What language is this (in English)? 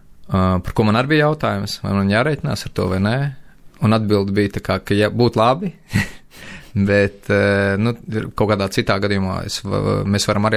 Latvian